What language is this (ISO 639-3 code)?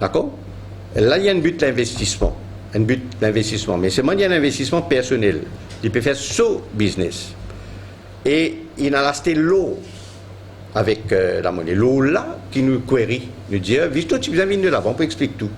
mfe